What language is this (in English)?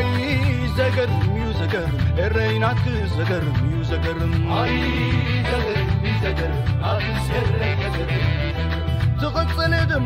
Tigrinya